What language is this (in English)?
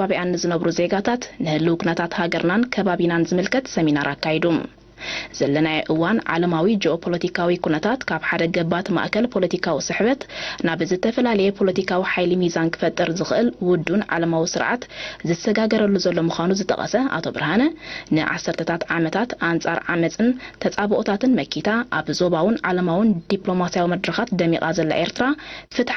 Tigrinya